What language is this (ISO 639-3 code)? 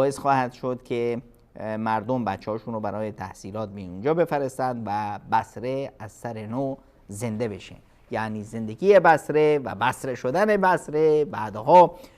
fas